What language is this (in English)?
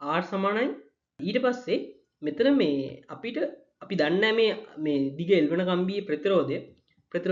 Sinhala